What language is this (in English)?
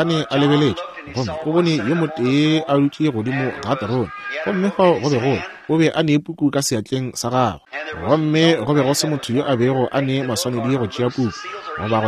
Northern Sotho